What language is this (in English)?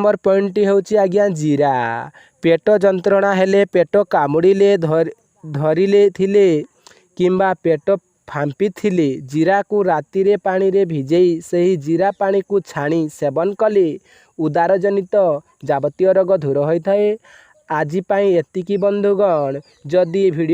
Odia